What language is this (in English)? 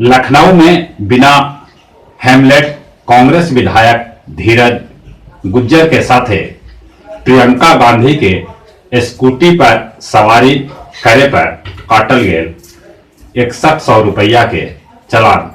Magahi